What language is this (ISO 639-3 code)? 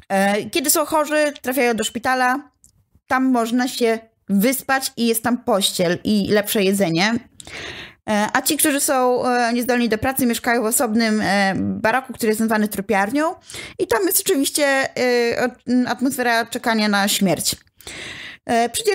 pol